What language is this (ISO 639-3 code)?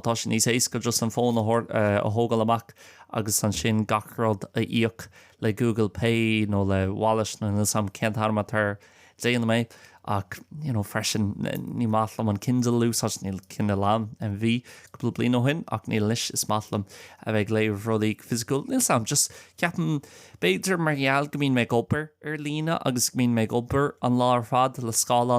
gle